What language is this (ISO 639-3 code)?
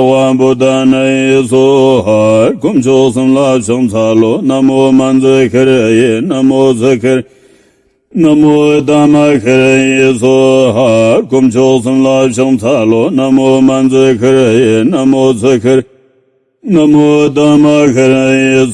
bod